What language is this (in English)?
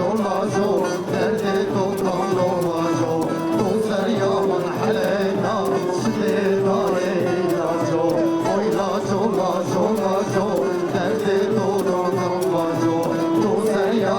Zaza